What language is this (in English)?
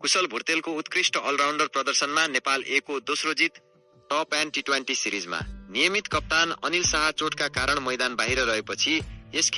Nepali